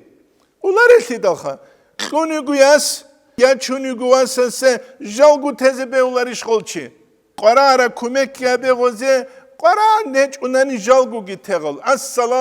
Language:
Avaric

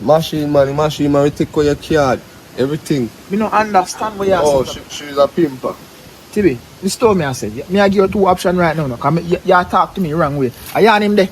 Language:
Jamaican Creole English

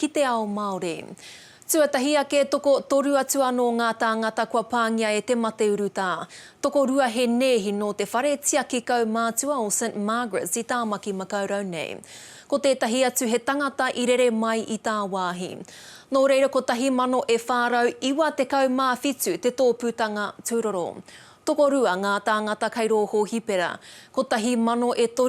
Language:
Māori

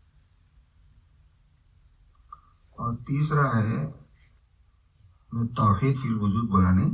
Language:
Urdu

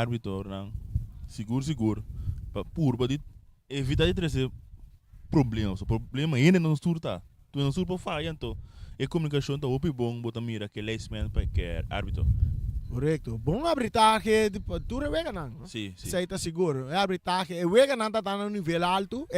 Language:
Papiamento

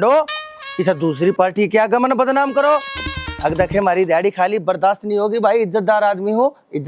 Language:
Haryanvi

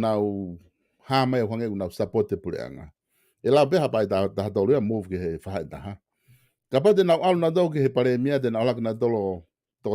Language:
Tongan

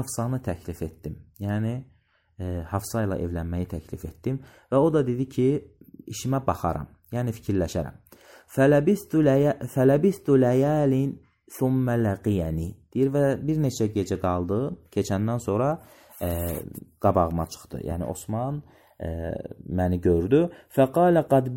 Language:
Azerbaijani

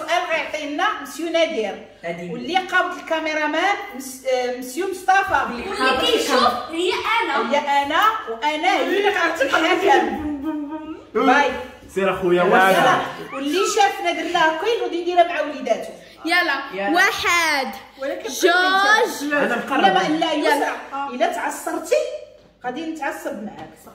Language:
Moroccan Arabic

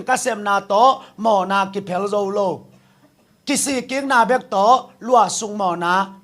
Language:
Tedim Chin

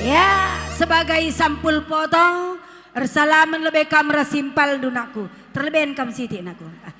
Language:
Batak Karo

